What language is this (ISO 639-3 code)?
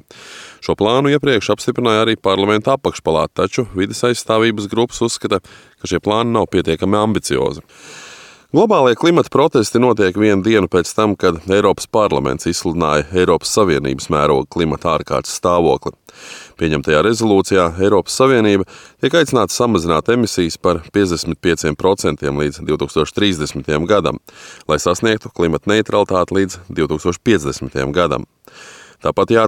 lav